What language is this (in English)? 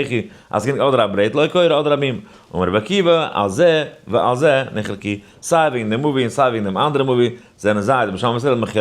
Yiddish